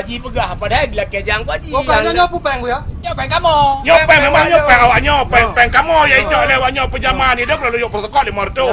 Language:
Achinese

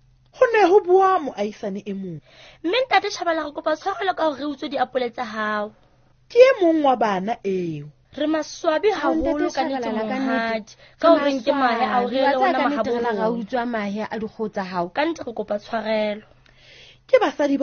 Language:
Southern Sotho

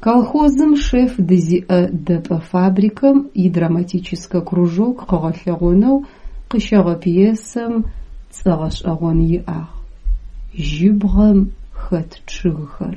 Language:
Adyghe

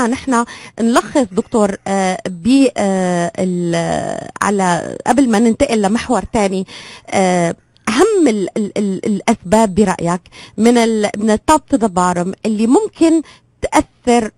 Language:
North Levantine Arabic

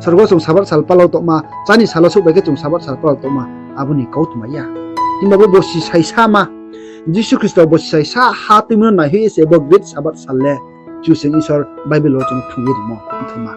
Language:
Riang (India)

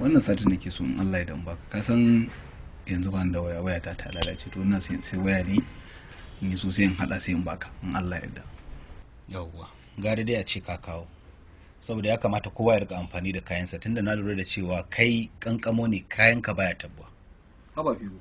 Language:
Hausa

